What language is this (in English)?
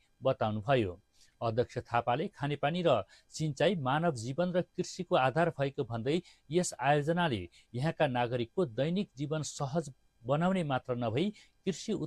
Nepali